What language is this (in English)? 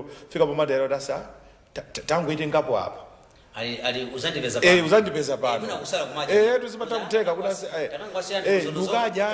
Nyanja